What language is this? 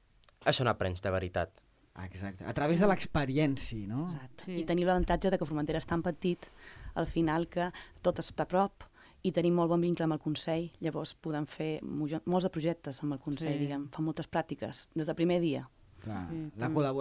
Catalan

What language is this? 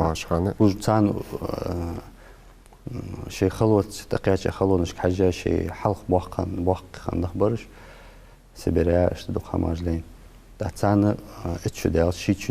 Ingush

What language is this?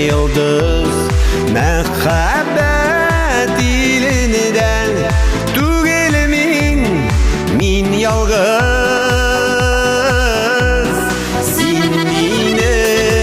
Bashkir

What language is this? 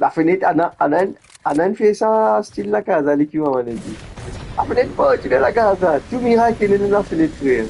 Morisyen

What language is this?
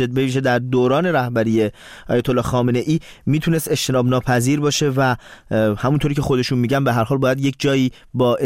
Persian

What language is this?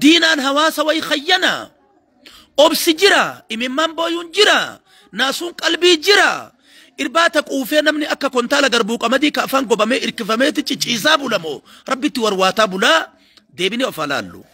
Oromo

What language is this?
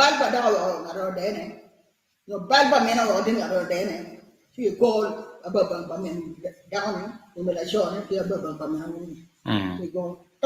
Acoli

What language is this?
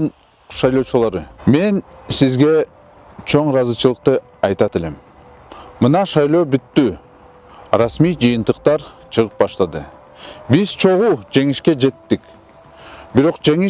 Kyrgyz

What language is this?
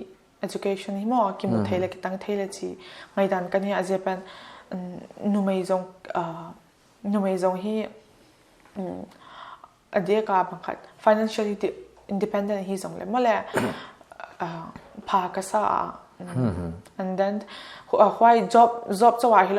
Paite Chin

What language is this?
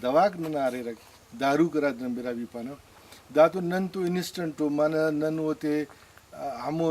Brahui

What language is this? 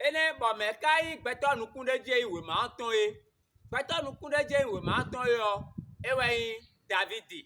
Fon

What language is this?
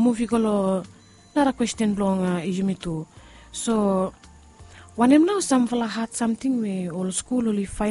Bislama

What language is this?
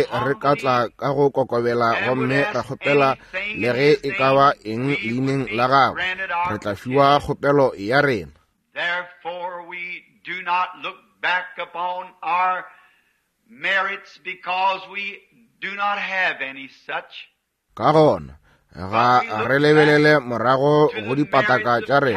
Northern Sotho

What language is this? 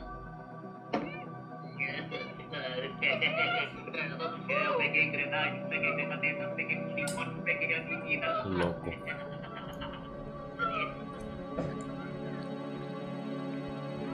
Portuguese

